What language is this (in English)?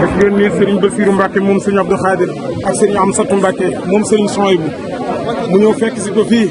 Wolof